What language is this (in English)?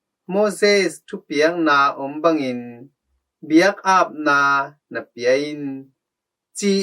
Tedim Chin